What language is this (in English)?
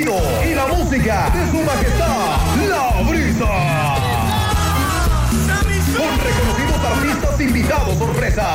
Spanish